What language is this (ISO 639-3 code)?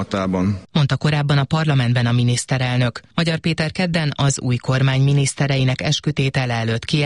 hun